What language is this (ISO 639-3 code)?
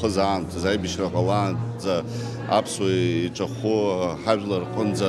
abk